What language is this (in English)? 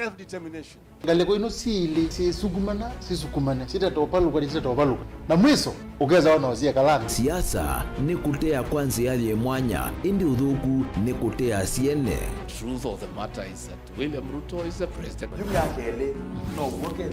Kamba